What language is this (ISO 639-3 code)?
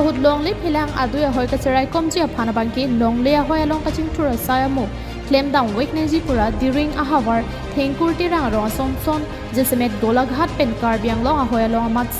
mjw